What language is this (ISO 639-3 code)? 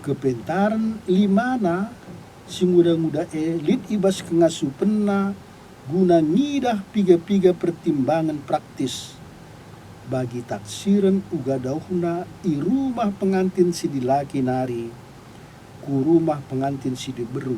btx